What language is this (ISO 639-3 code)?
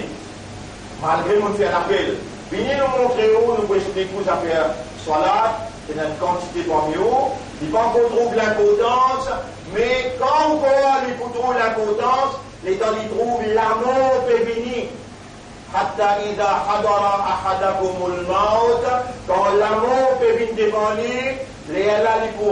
mfe